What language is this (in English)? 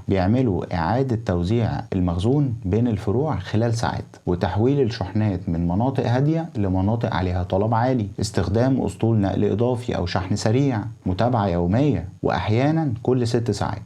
Egyptian Arabic